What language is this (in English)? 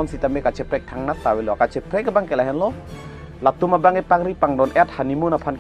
Karbi